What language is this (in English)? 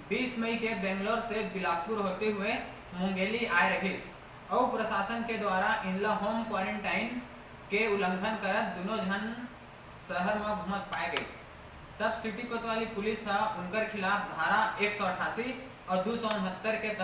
Chhattisgarhi